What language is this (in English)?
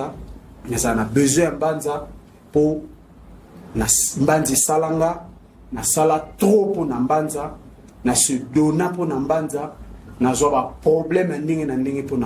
Lingala